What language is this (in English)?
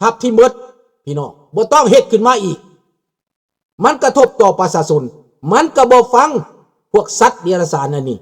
Lao